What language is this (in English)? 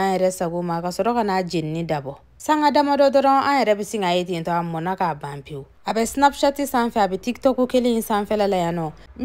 Bambara